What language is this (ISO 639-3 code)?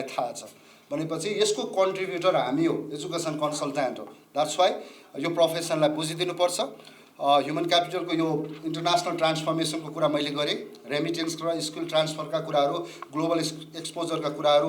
nep